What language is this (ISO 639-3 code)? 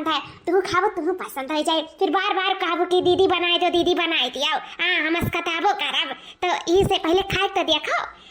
awa